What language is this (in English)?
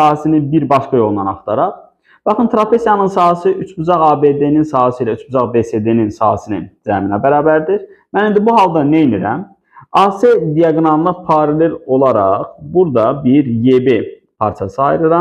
Azerbaijani